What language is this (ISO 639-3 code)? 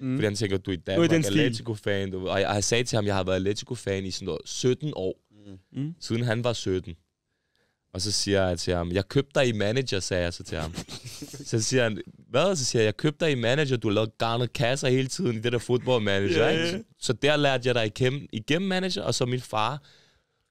dan